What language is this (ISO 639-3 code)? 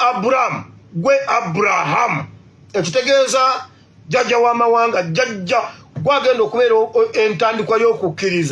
lug